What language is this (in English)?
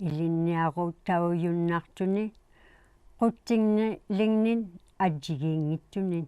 Inuktitut